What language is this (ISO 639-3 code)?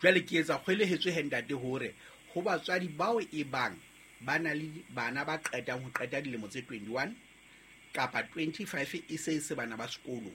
sot